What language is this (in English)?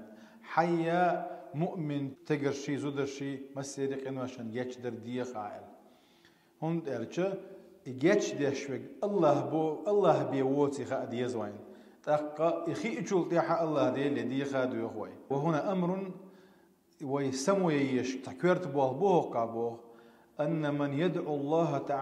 Chechen